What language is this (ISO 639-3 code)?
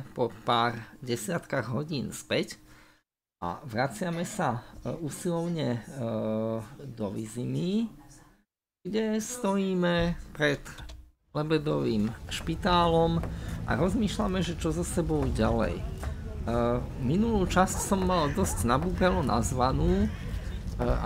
slk